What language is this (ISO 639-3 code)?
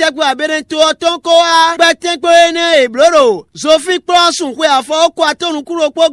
fon